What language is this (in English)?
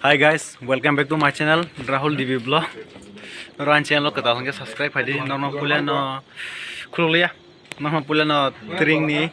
Kok Borok